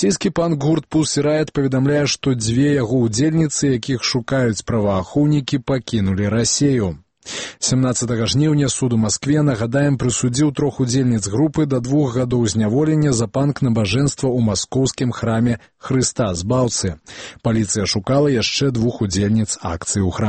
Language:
Belarusian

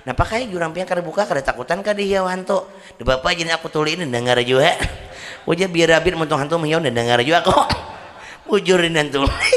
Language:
Banjar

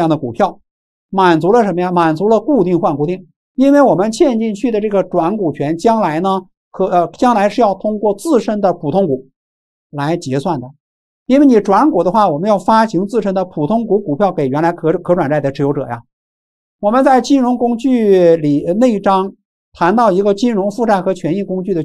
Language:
Chinese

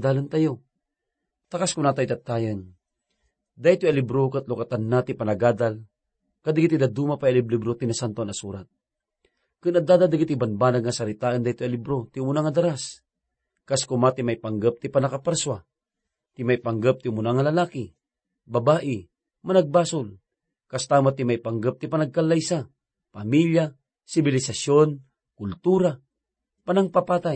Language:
Iloko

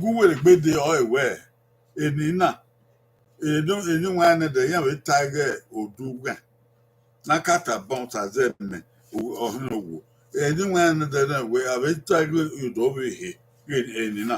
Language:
Bini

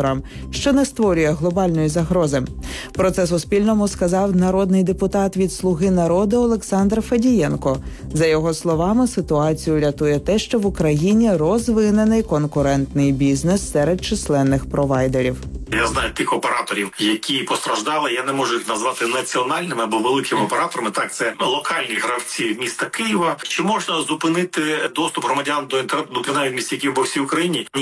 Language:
Ukrainian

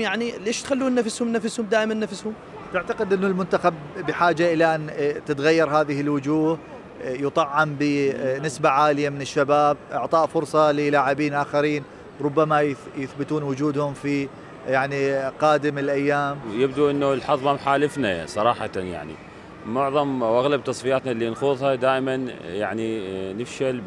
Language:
Mesopotamian Arabic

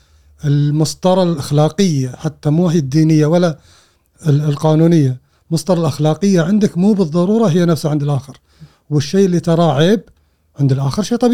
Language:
Gulf Arabic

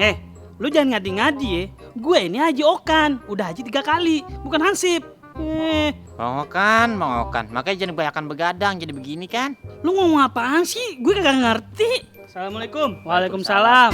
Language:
Betawi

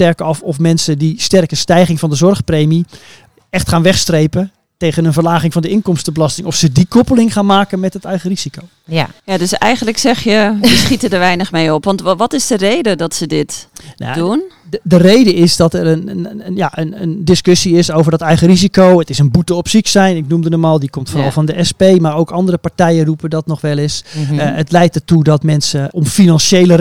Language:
Dutch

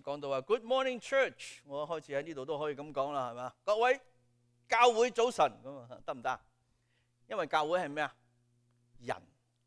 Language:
Cantonese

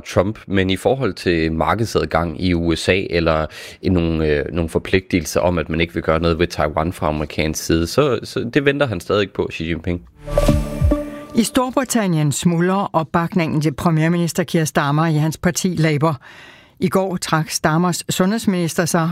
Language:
Danish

